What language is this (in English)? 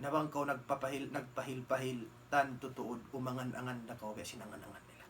Tausug